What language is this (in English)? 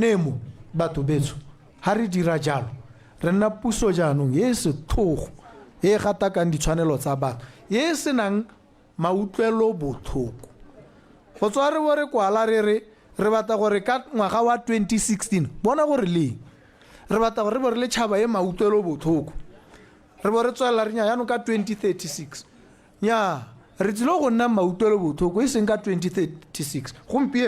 Tswana